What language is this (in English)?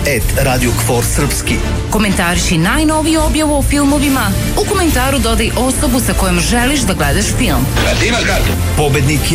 Serbian